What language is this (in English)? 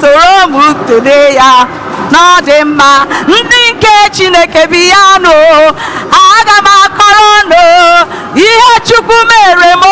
Igbo